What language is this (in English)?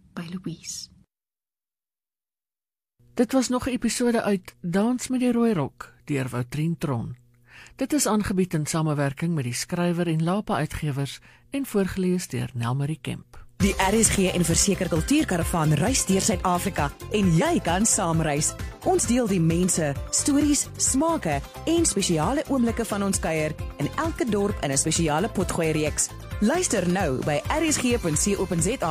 Afrikaans